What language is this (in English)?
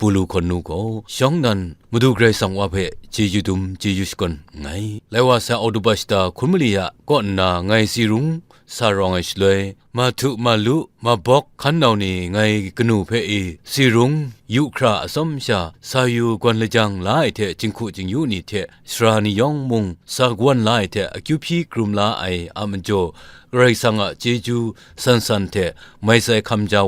Kachin